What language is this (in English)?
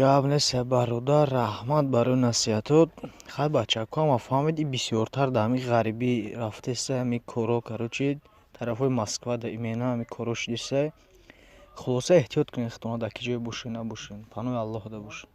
Tajik